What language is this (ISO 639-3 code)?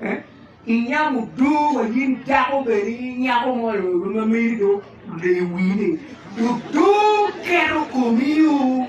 ach